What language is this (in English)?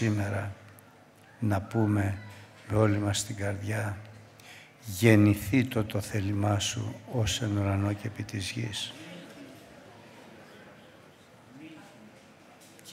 Greek